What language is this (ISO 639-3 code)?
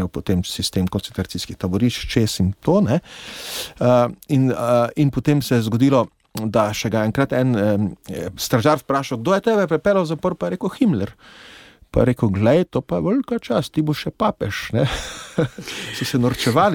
slv